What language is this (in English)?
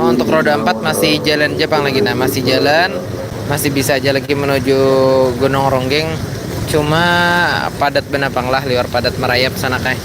Banjar